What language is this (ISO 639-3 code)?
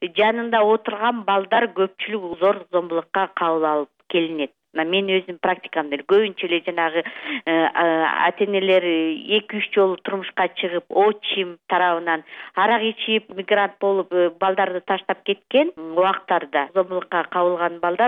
kir